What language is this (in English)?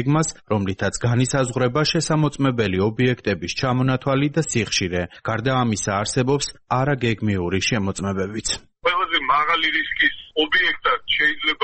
Georgian